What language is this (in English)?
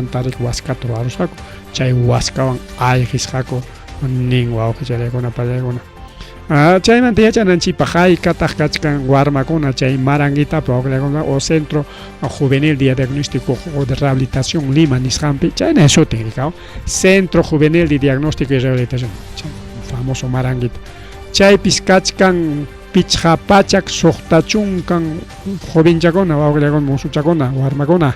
Ayacucho Quechua